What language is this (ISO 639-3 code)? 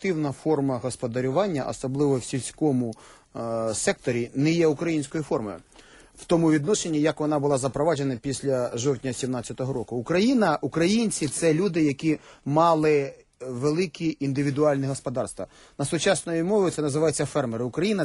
ukr